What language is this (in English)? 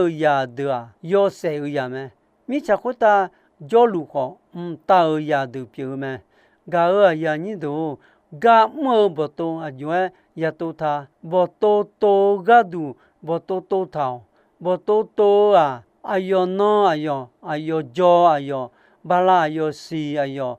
Akha